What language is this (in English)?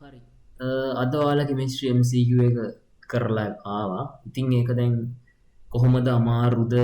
Sinhala